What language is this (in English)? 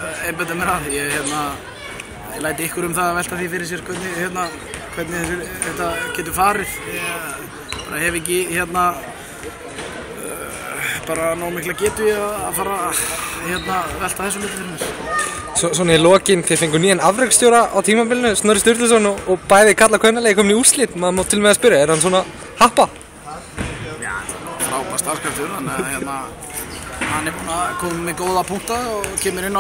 Icelandic